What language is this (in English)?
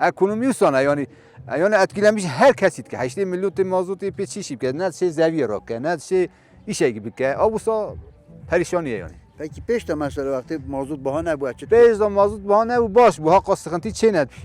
Kurdish